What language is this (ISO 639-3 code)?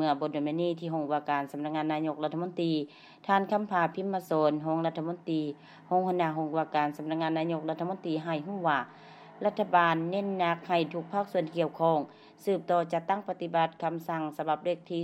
lao